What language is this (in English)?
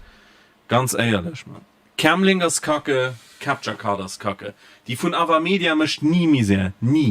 Luxembourgish